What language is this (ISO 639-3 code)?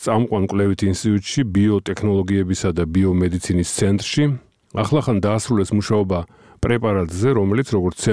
kat